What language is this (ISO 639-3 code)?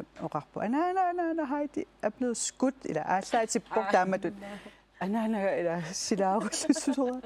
kal